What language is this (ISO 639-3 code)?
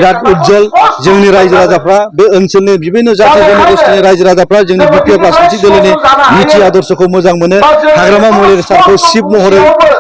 brx